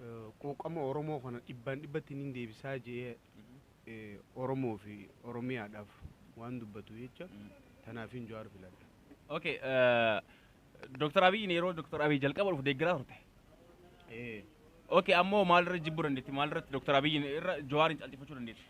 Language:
Oromo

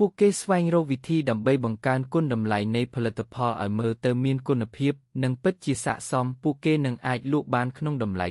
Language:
Khmer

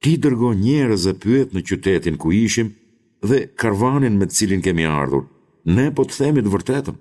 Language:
Albanian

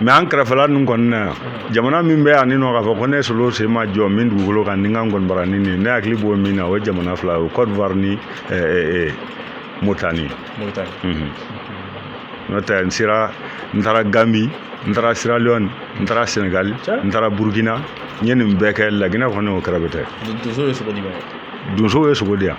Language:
Bambara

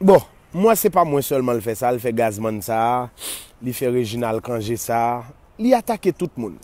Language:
Haitian Creole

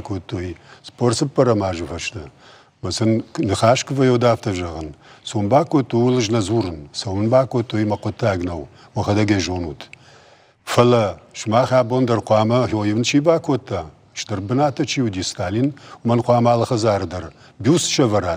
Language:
Ossetic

